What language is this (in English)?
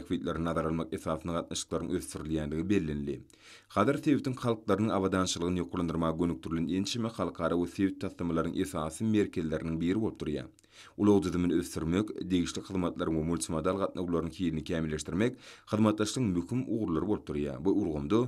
Turkmen